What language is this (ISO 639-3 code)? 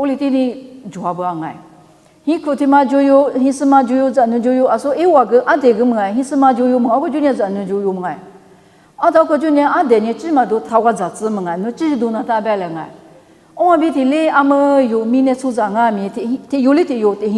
lis